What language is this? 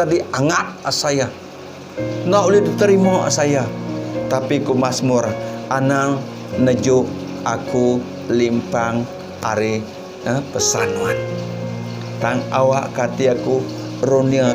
Iban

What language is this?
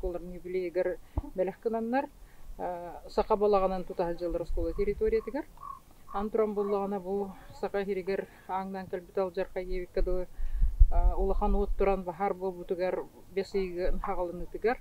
Yakut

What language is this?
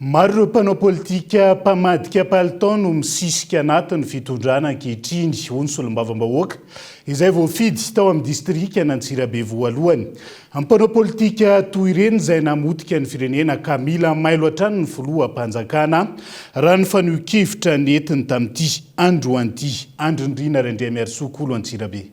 Malagasy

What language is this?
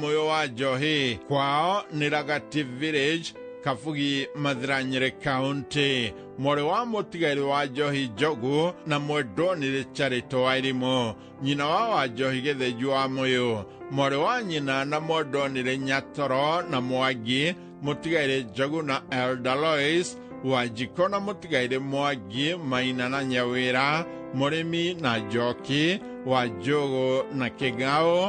Kikuyu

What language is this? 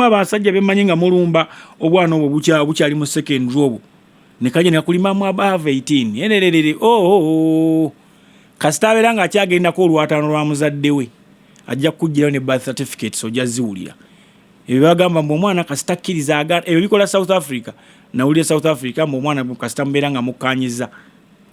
Ganda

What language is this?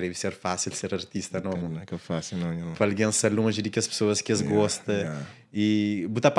Kabuverdianu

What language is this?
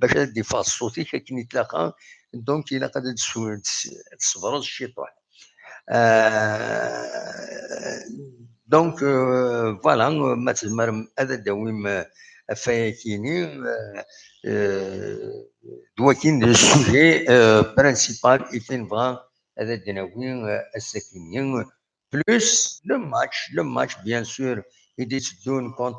Kabyle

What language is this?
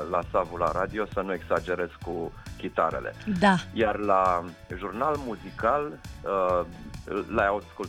Romanian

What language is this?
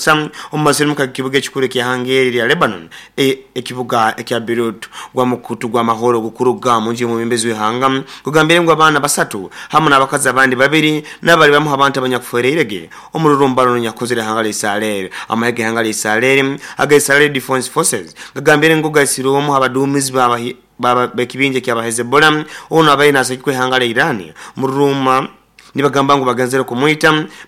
Nyoro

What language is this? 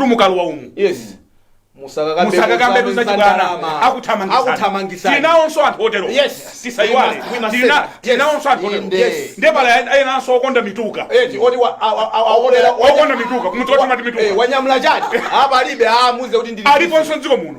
Nyanja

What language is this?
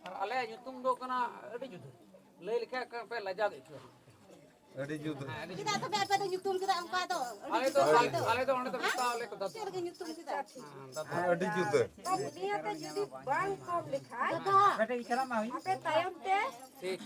Santali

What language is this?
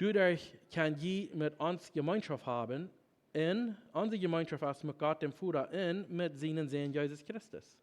Plautdietsch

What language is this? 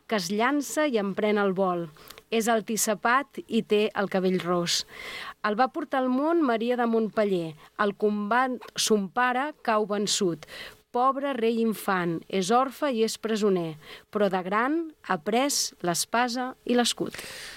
Catalan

